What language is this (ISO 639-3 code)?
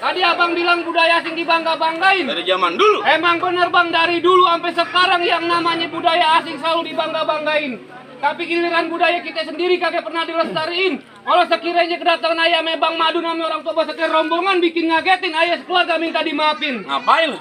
bew